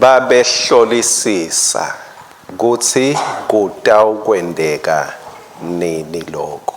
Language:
Swati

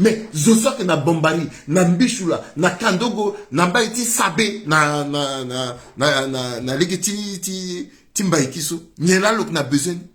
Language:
Sango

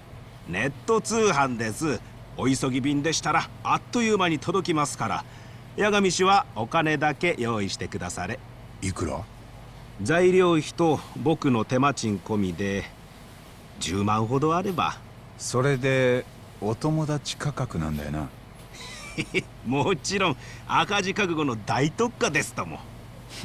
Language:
Japanese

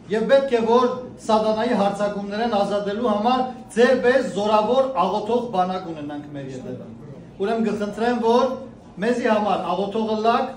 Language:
Western Armenian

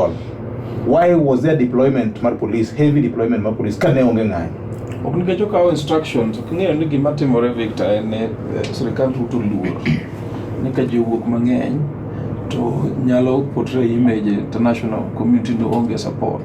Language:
Luo (Kenya and Tanzania)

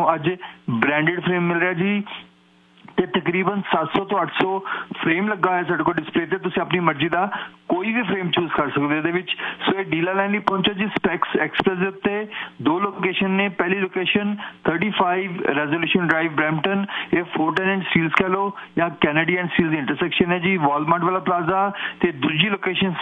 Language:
Punjabi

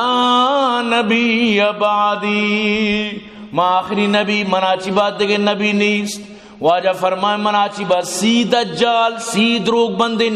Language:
Eastern Balochi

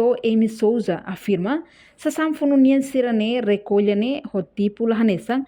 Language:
Tetum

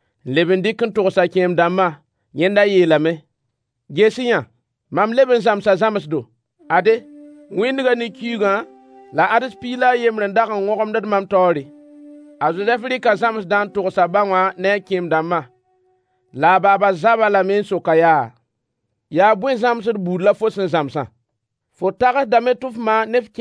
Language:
Mossi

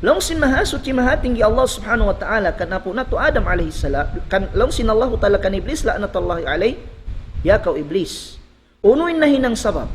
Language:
Tausug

